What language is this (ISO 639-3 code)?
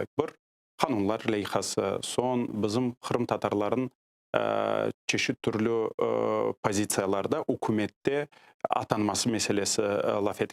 crh